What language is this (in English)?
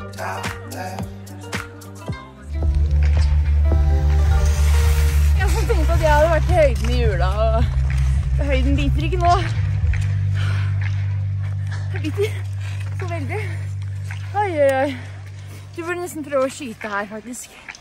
Norwegian